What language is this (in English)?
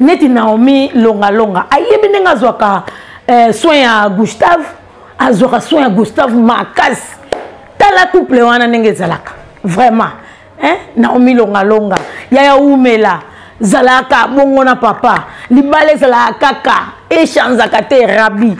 Lingala